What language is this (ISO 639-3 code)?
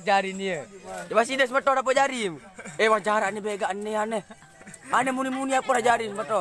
sas